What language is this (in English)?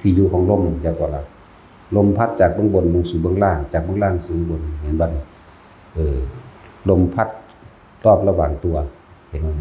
Northeastern Thai